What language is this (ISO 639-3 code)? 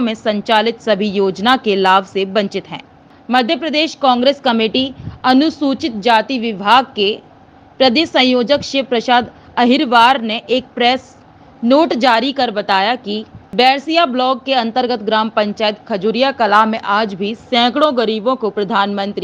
hin